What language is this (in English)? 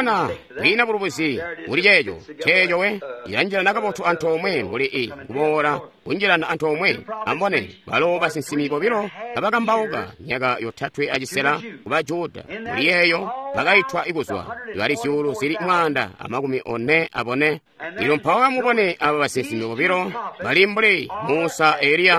Tonga (Zambia)